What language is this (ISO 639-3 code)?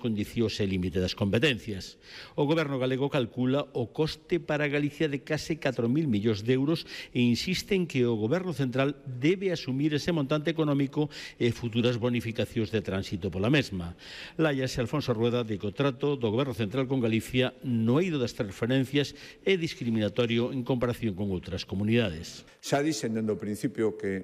glg